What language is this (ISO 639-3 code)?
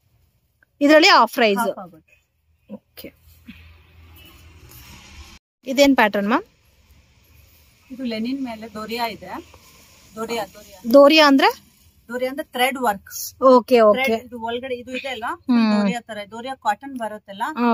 kan